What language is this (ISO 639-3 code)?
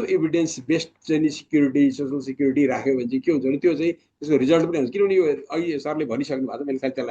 nep